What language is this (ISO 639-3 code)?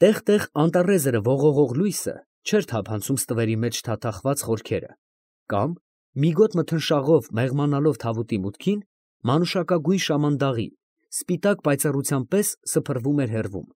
hye